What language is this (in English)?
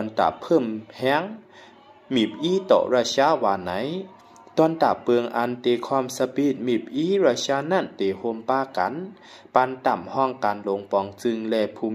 Shan